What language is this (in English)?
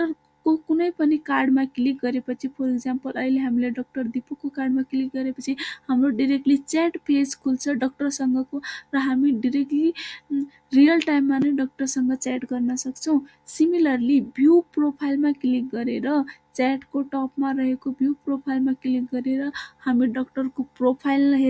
Nepali